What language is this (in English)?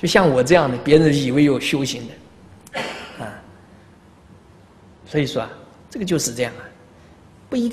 Chinese